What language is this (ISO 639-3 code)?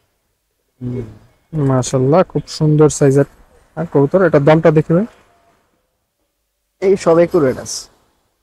ben